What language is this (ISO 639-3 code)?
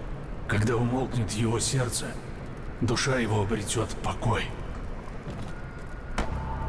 rus